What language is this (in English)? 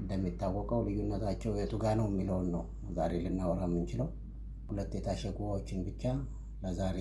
Amharic